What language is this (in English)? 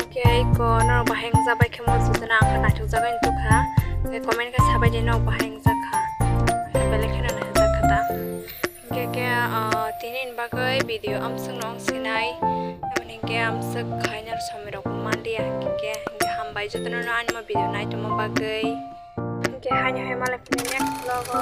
Kok Borok